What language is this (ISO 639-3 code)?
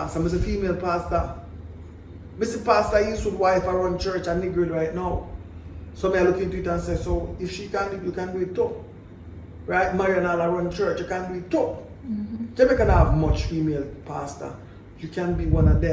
jam